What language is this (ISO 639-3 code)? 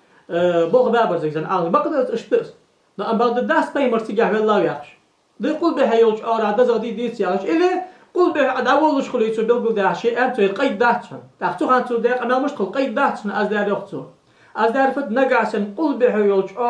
inh